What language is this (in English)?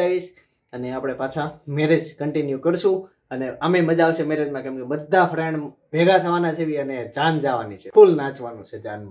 Gujarati